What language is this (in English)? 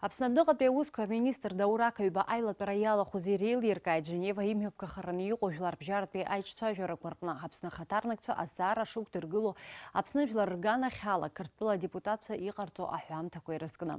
Abkhazian